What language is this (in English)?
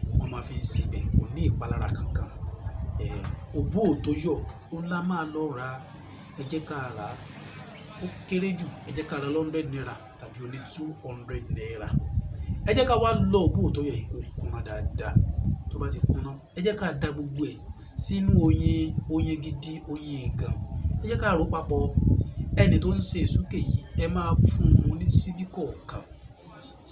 Yoruba